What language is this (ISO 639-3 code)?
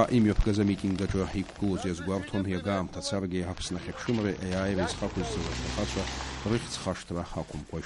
abk